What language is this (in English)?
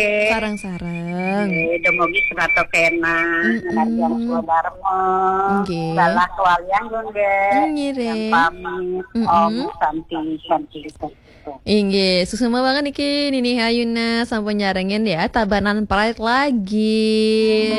Balinese